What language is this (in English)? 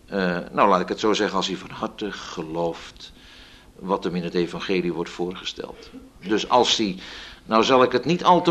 Dutch